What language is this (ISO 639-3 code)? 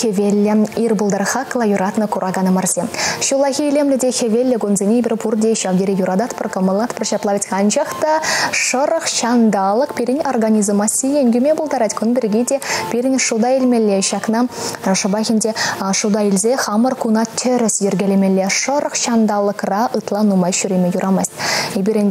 chv